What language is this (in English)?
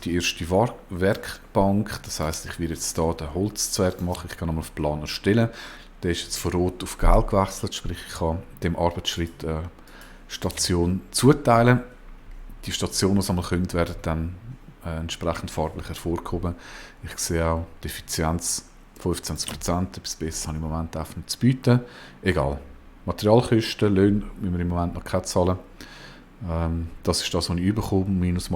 Swiss German